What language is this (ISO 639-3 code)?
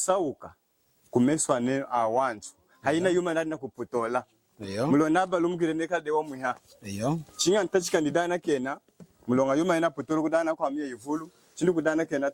lun